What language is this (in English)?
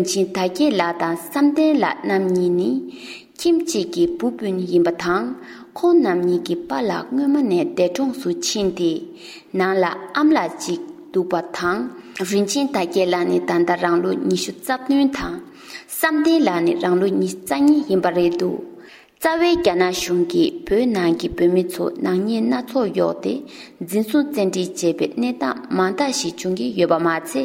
Tibetan